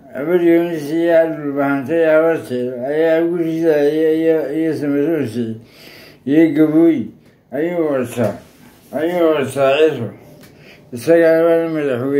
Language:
Somali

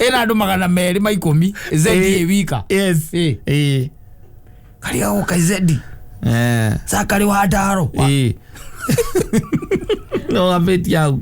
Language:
Kikuyu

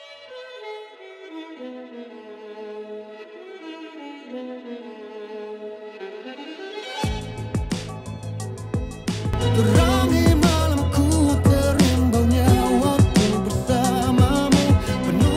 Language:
Malay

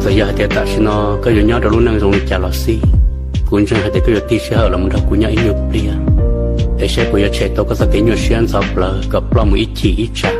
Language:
Hmong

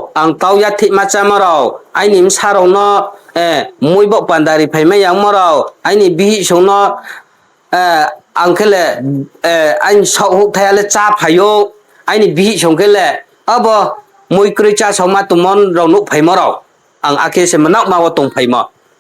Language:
Riang (India)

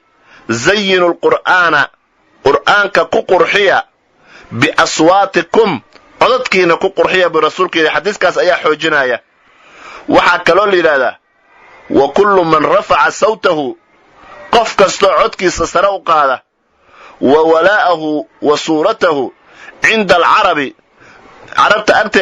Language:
Somali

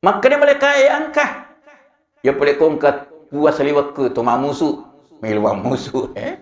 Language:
Buginese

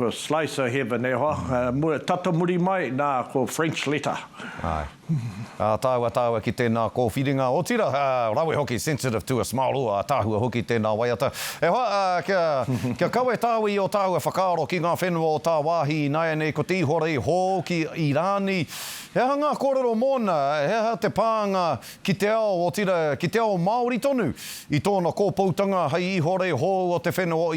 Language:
Māori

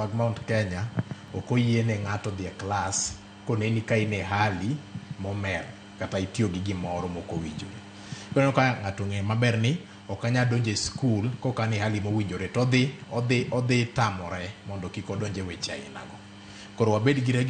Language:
Luo (Kenya and Tanzania)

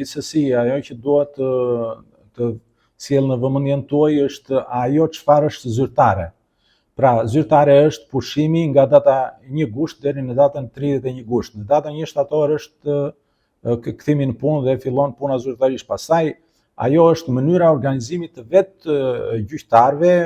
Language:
Albanian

